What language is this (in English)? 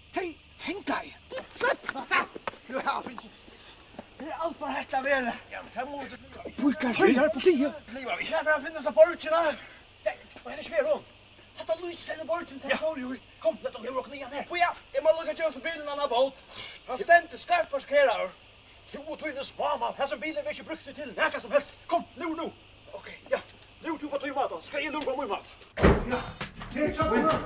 Faroese